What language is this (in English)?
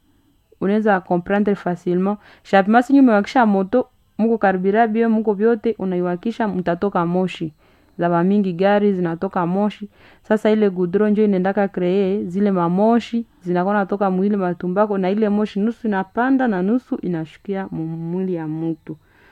Swahili